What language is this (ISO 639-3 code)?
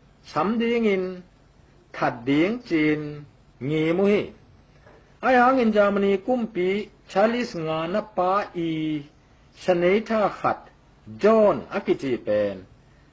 ctd